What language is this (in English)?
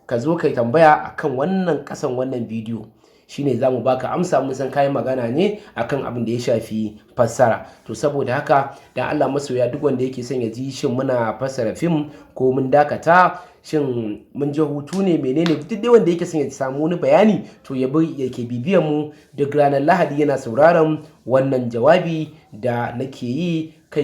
Hausa